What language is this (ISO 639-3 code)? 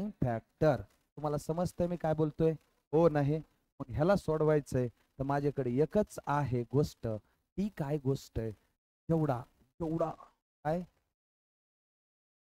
mar